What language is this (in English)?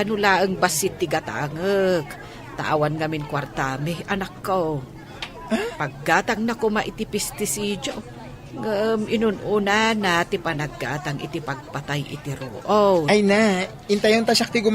Iloko